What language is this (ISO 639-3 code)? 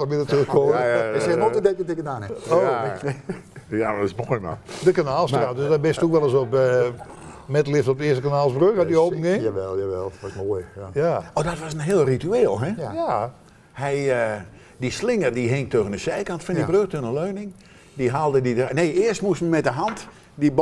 nld